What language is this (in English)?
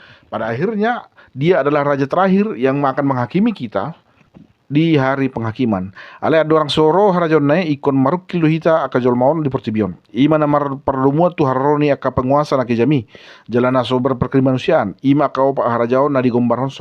Batak Toba